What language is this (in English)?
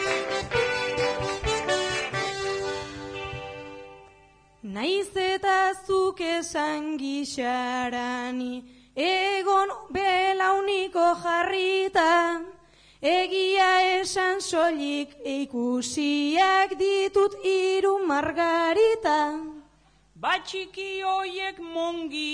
Basque